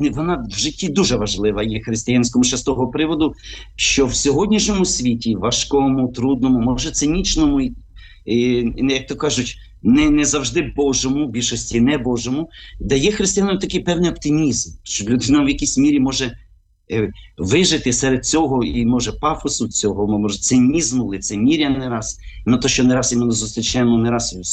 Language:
Ukrainian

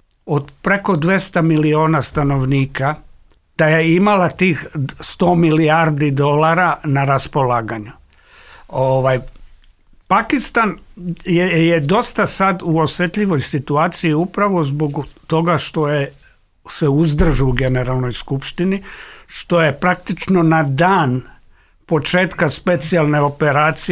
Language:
Serbian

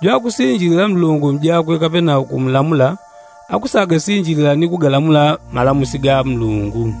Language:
Yao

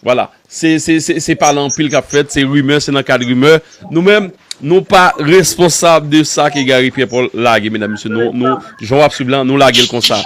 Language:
Haitian Creole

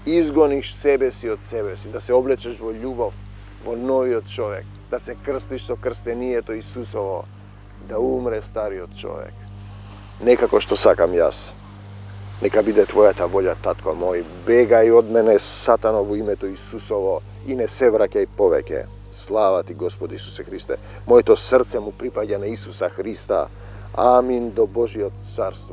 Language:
Macedonian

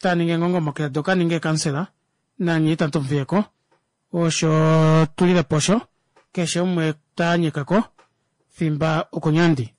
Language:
Kuanyama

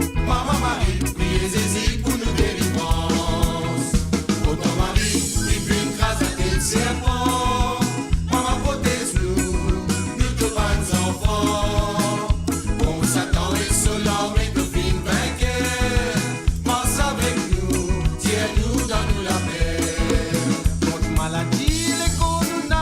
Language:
Morisyen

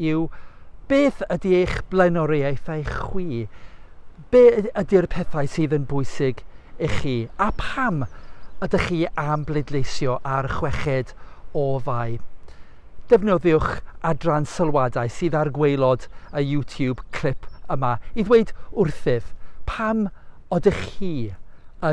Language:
Welsh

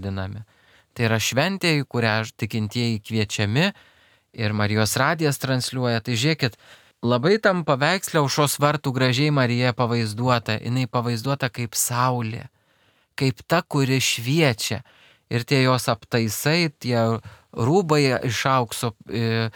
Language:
Lithuanian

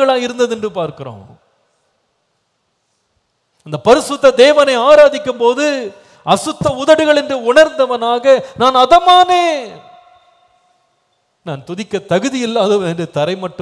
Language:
Tamil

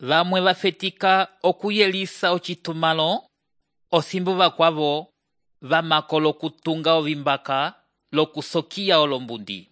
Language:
Umbundu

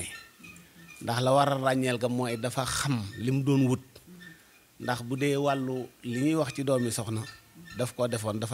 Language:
Wolof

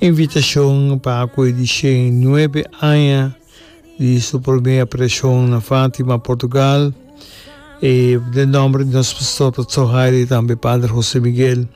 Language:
Papiamento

